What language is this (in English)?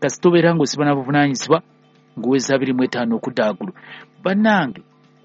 Ganda